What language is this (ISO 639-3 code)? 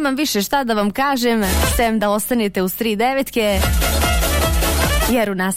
bos